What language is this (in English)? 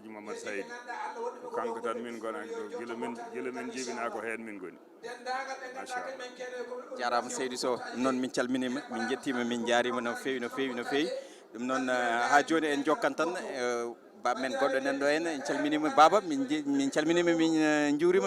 Fula